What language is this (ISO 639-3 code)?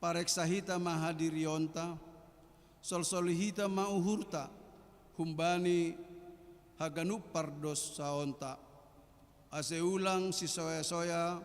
bts